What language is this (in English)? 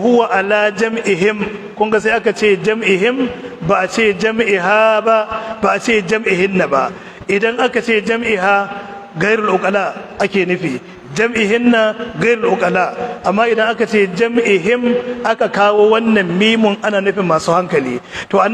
Hausa